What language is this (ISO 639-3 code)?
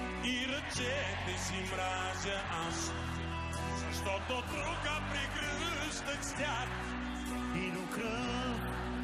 bul